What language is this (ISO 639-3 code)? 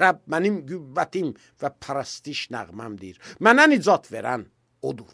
aze